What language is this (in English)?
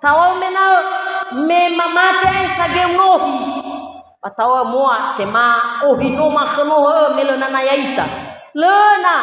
Nias